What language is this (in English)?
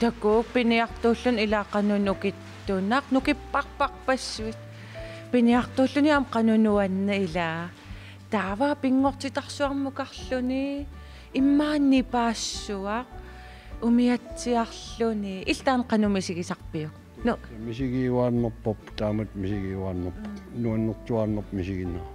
Kalaallisut